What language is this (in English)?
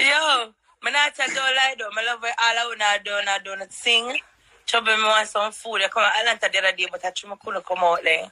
Jamaican Creole English